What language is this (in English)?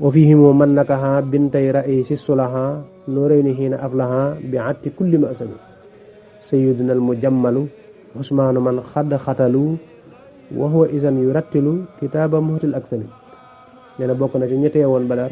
Wolof